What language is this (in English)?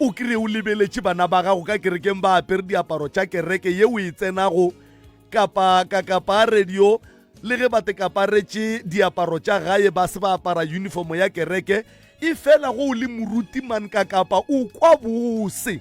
Northern Sotho